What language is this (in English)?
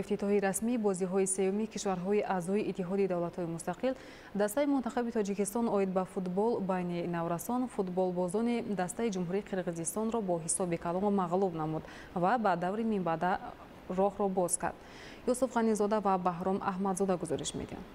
Tajik